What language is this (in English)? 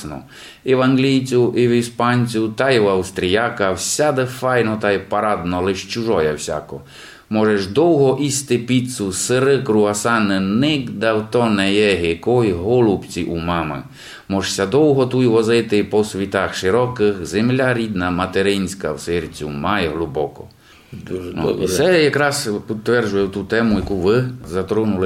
Rusyn